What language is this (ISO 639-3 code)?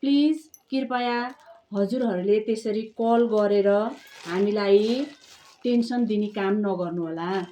nep